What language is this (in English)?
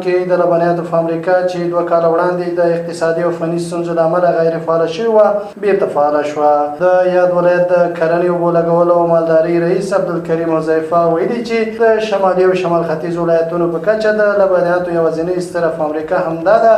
Pashto